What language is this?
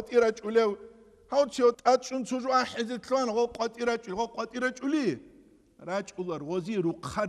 Avaric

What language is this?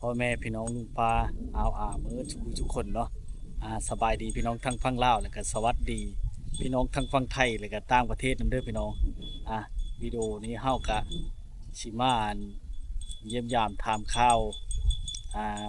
Lao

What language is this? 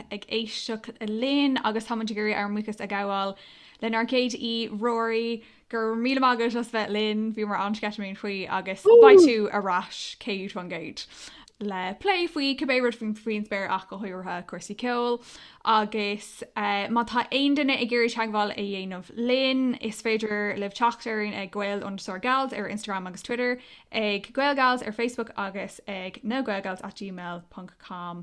Irish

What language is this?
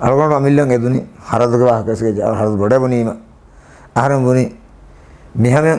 Divehi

